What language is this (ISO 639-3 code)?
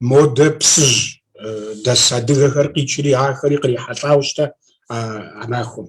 kbd